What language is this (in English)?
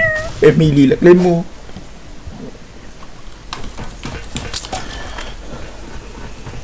Malay